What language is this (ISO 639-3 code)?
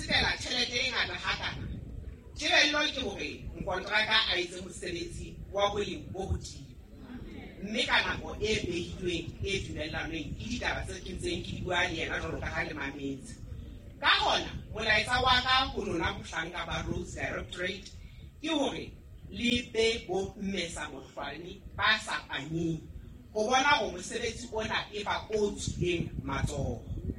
sot